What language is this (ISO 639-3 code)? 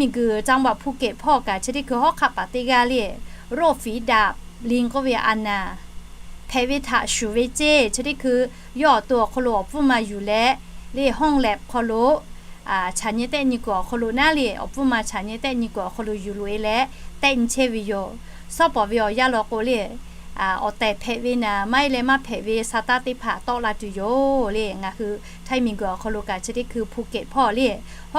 lhu